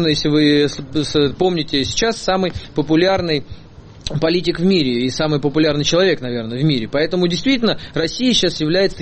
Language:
Russian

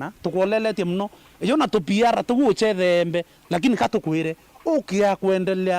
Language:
Meru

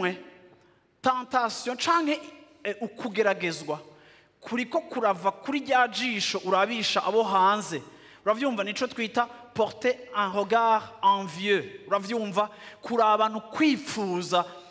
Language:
Rundi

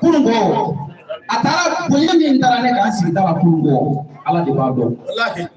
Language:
Bambara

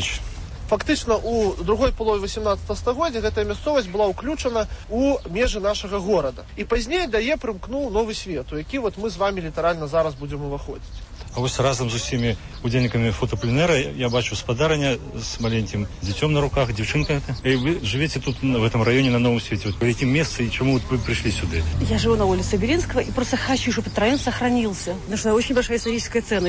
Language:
Belarusian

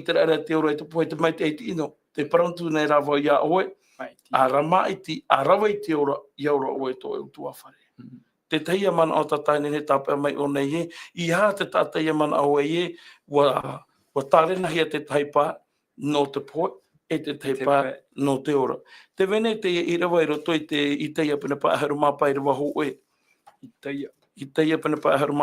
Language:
Tahitian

